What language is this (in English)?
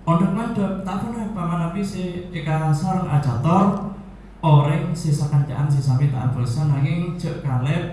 Madurese